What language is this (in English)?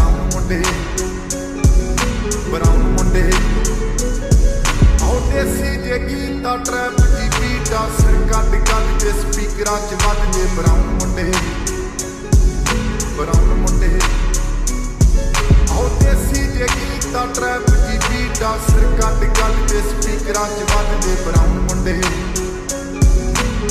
Punjabi